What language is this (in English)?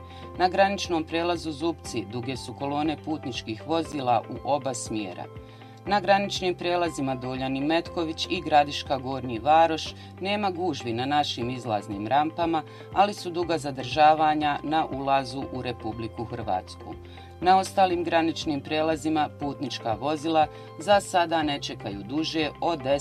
Bosnian